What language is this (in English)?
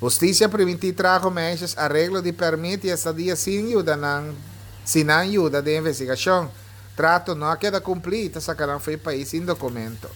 Papiamento